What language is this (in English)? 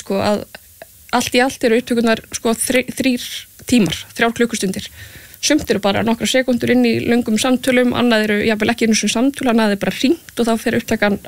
Icelandic